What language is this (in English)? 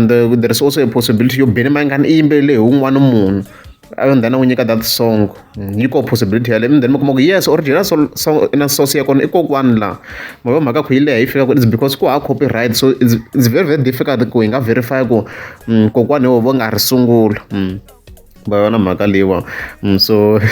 Tsonga